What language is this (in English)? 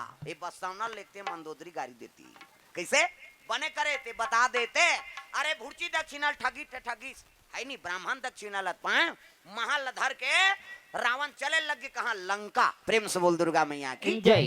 Chhattisgarhi